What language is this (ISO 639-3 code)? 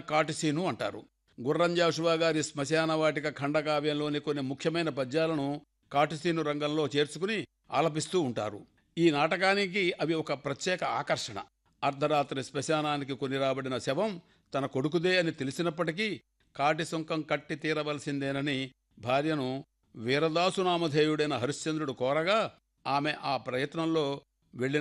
tel